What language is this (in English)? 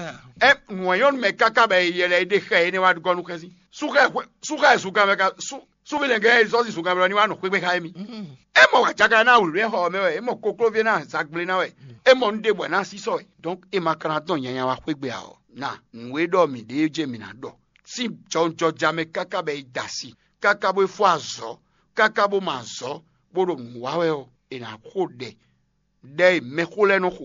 Fon